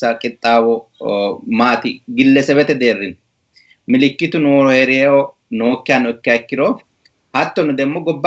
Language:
Sidamo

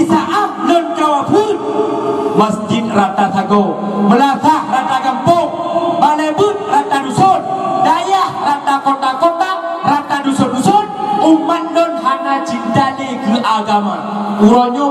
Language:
Achinese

